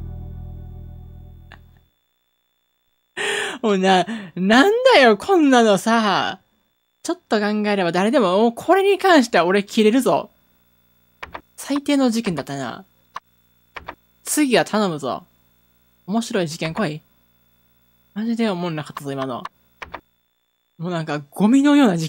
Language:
Japanese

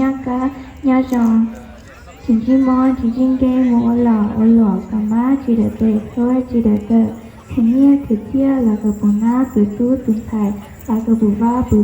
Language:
Hmong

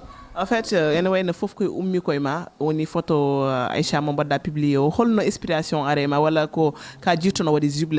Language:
Fula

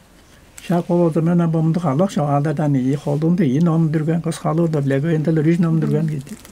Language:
Tuvinian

